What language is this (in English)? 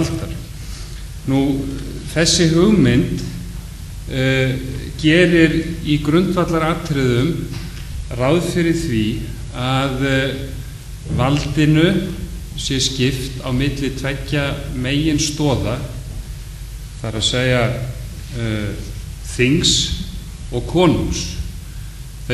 Icelandic